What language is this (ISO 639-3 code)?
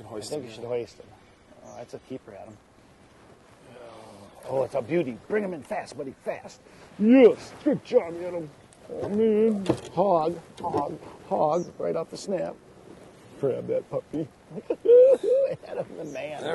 eng